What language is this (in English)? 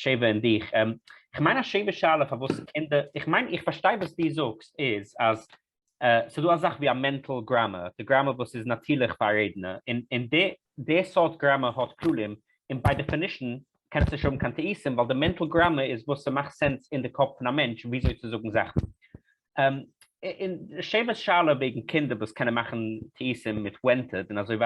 Yiddish